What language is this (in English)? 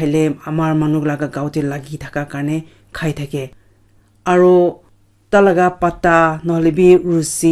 Naga Pidgin